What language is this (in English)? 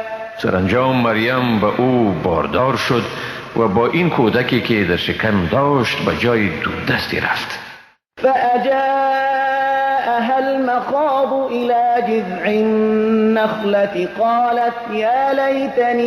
Persian